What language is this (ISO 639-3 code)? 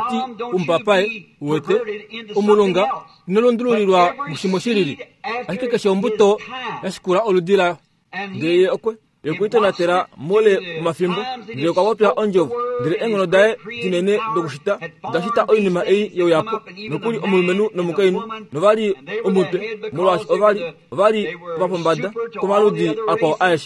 kua